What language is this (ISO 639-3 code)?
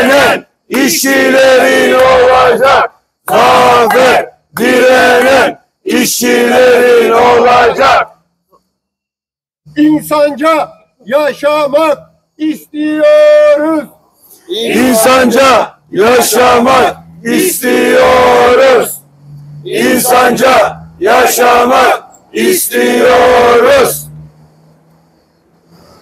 tur